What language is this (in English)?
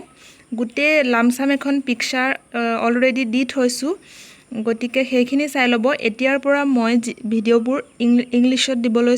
Assamese